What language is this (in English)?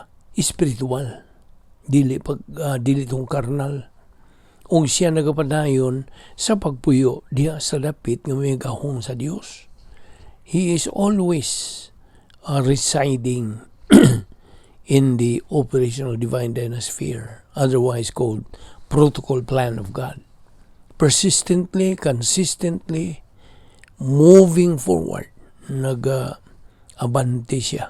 Cebuano